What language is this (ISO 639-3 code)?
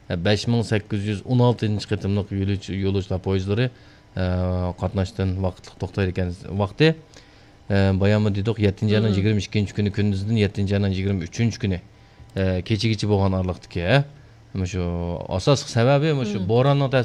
uig